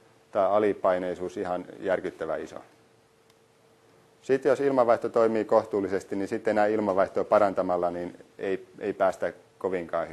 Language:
Finnish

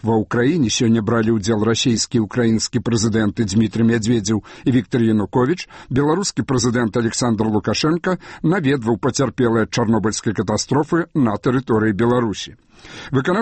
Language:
Belarusian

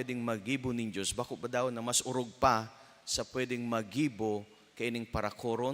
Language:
Bikol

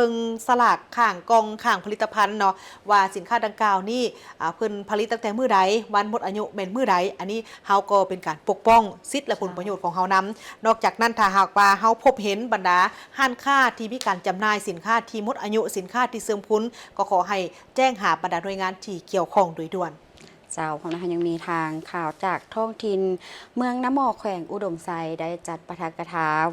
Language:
Lao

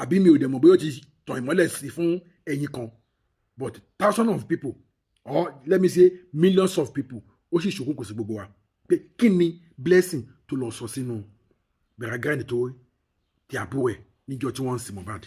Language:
Yoruba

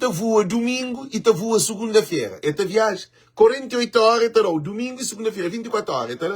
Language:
Kabuverdianu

